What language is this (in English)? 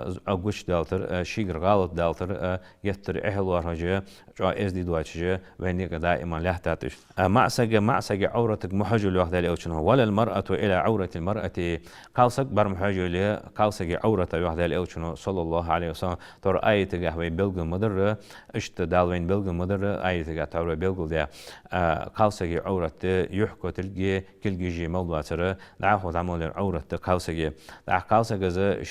Ingush